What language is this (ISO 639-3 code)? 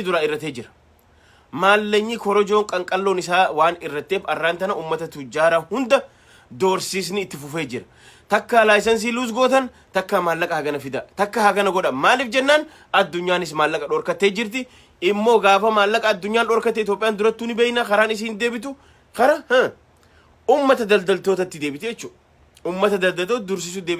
orm